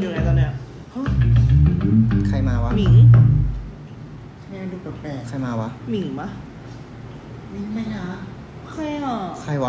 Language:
Thai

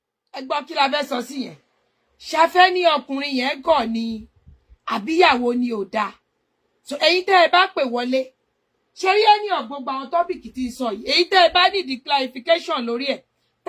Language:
Yoruba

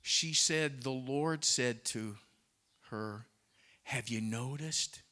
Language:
English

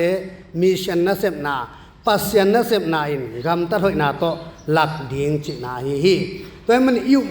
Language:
Tedim Chin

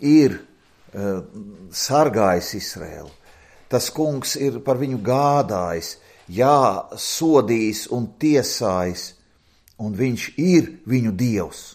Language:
Latvian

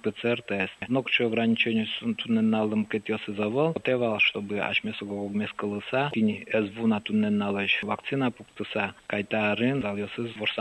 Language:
Udmurt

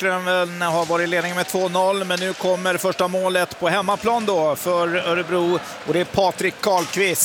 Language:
Swedish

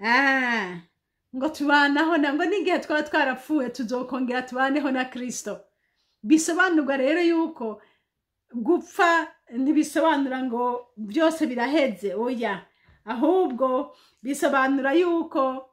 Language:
Rundi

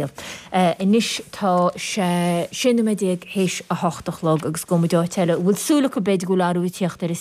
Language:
Irish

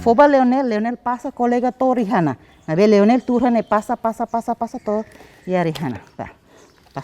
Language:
Tetum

